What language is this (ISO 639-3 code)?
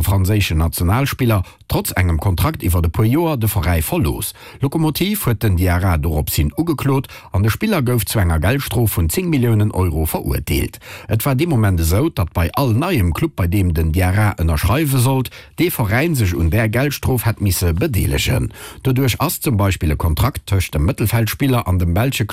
ltz